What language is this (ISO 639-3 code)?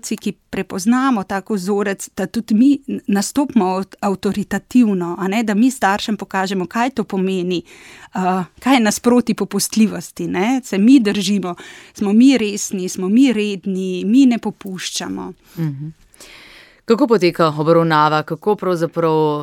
slv